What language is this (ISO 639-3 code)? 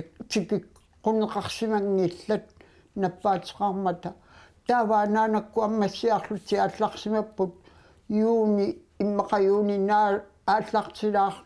kal